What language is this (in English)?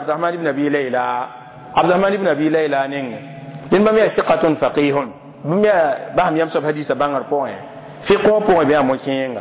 Mossi